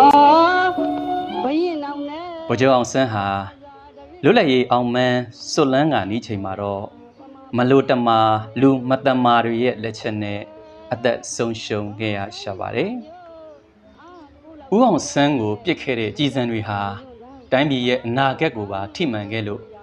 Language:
Burmese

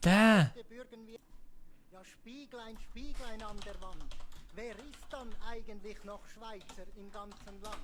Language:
Swiss German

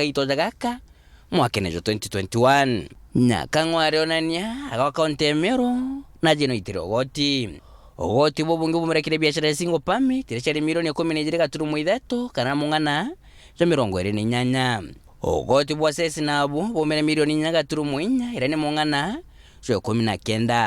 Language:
Meru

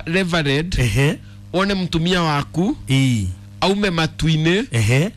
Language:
Kikuyu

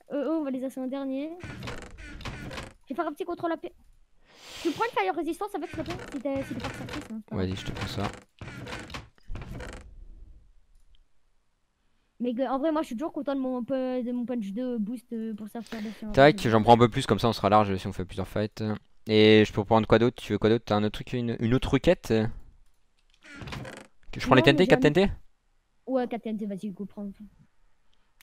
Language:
French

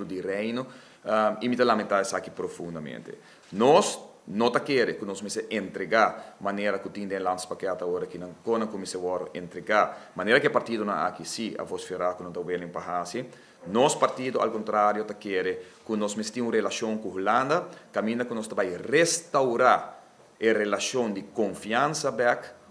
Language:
Papiamento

